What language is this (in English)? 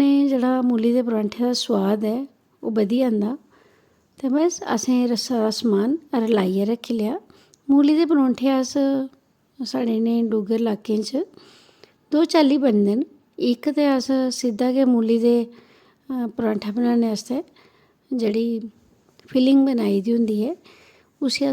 Dogri